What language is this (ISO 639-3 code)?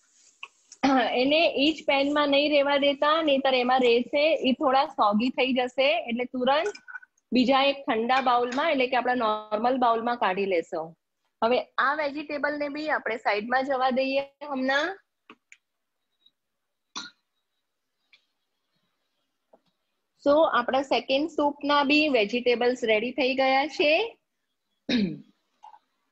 guj